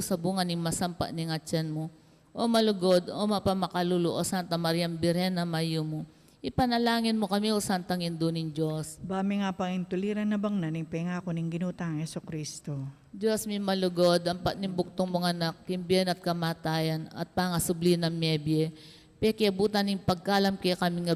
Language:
Pampanga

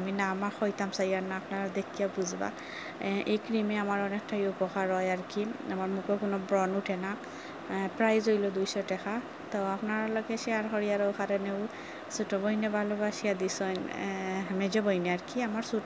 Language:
Sylheti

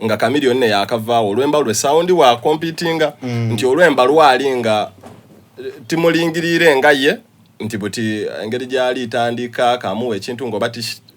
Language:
Soga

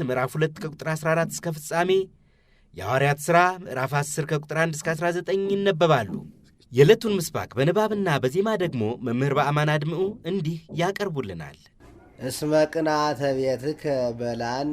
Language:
Amharic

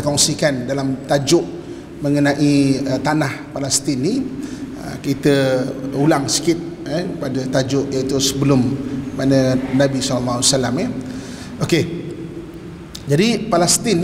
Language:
Malay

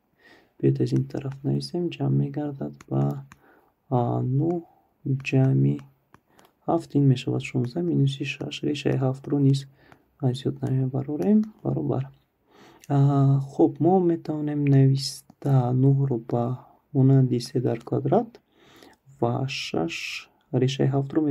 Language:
Tajik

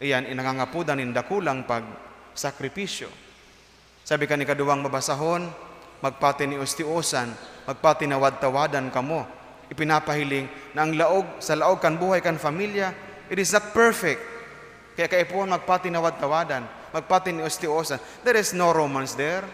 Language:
Bikol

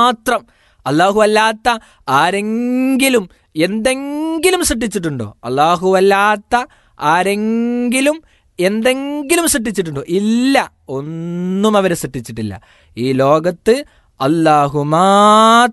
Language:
Malayalam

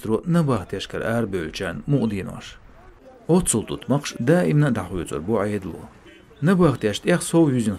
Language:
Chechen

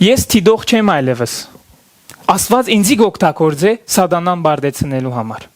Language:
Western Armenian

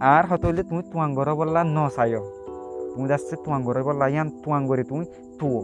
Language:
Rohingya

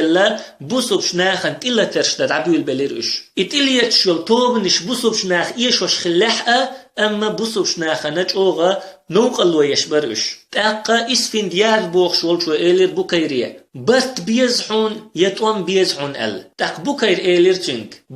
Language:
Chechen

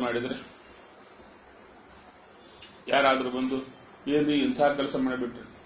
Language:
Kannada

